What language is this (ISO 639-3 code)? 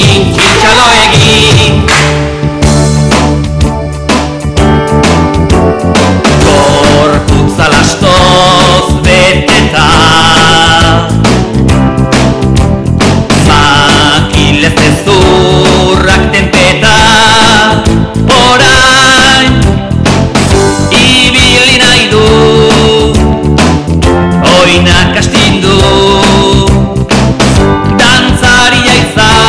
eus